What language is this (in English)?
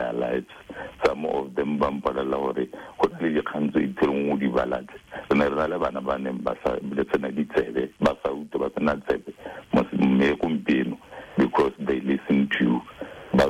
Tswana